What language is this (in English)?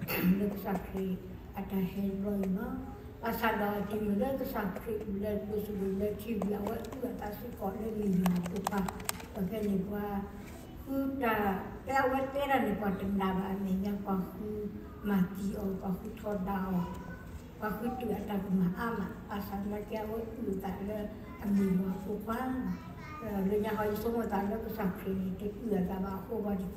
S'gaw Karen